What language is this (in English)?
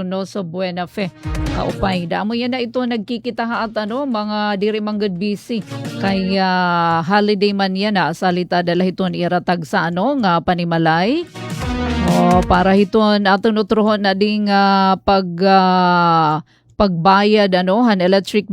Waray